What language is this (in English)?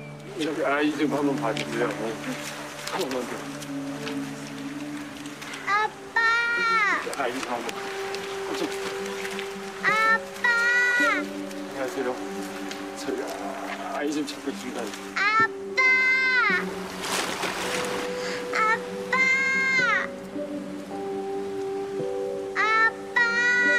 Korean